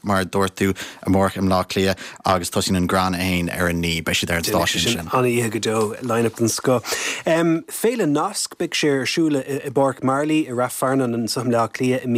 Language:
Irish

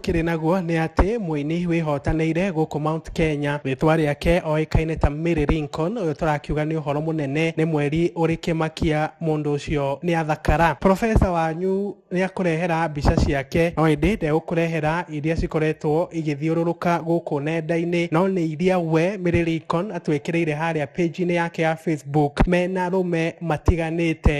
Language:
Kikuyu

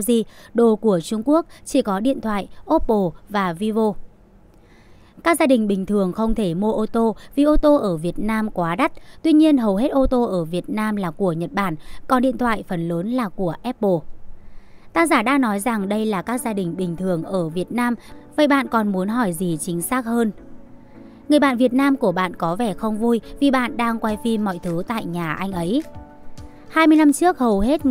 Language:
Vietnamese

